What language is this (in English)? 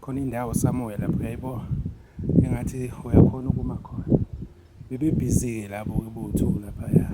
Zulu